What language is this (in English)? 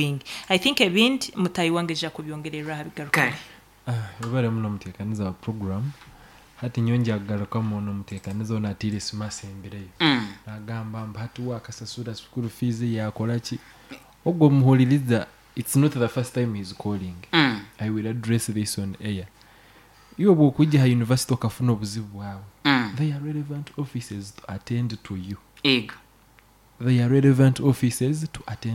Nyoro